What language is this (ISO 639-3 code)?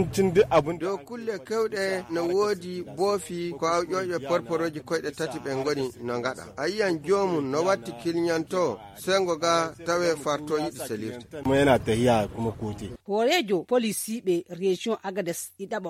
ful